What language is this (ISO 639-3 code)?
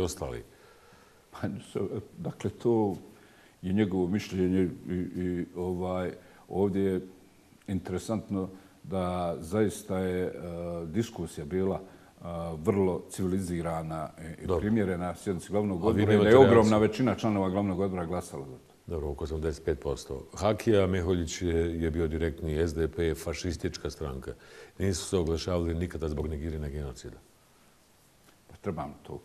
bos